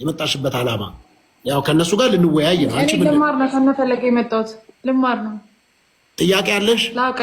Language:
Amharic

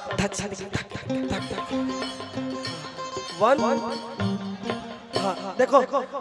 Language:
Bhojpuri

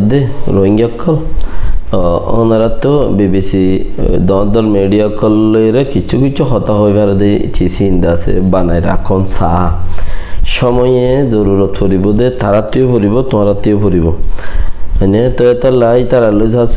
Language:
Rohingya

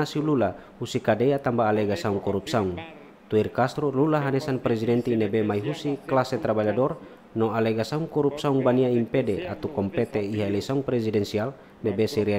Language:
Tetum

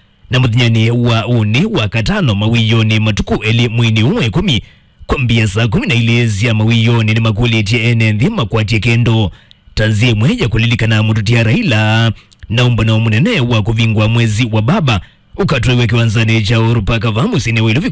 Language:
Kamba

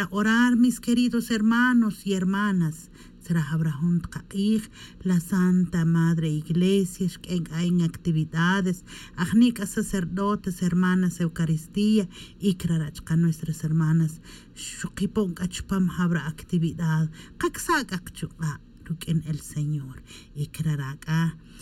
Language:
Tz'utujil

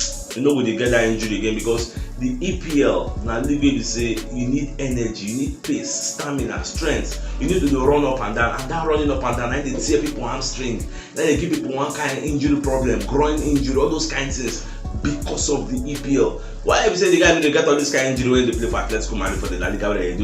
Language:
Nigerian Pidgin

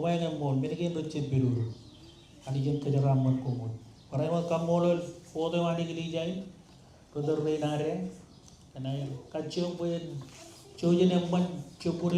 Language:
Marshallese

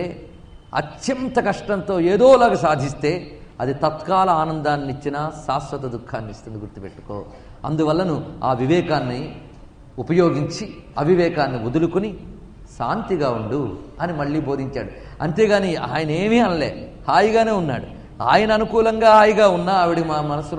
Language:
Telugu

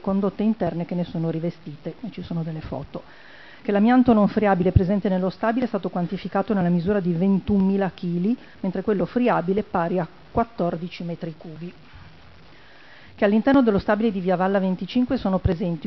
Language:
Italian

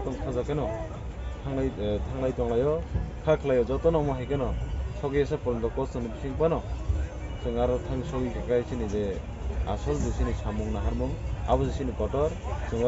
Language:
Kok Borok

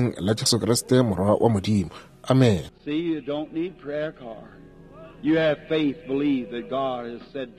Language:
Northern Sotho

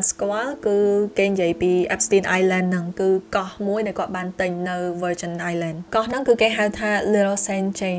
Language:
Khmer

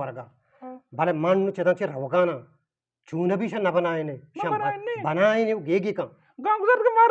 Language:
Eastern Balochi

